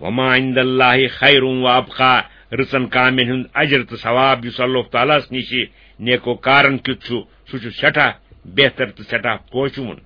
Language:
Kashmiri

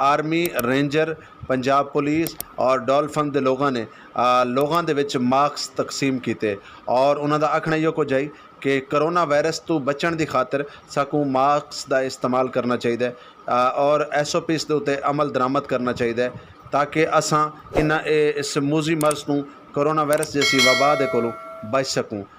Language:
Western Panjabi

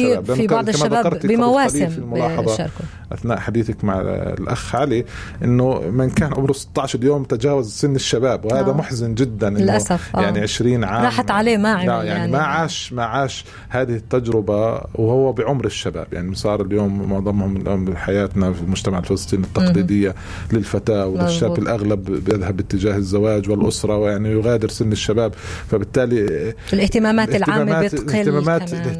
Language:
North Levantine Arabic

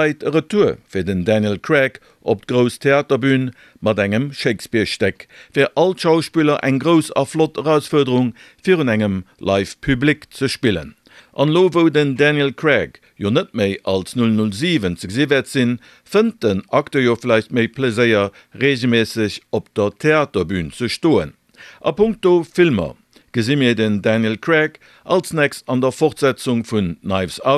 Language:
Luxembourgish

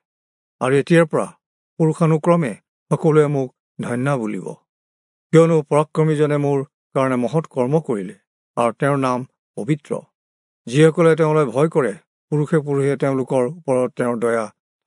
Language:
Assamese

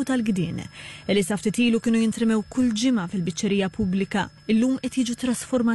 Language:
Maltese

